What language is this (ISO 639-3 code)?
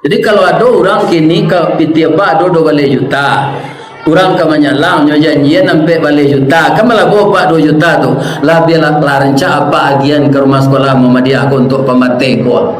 min